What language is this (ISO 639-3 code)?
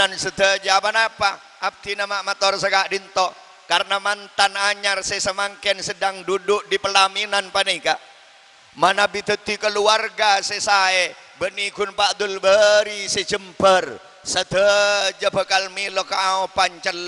mad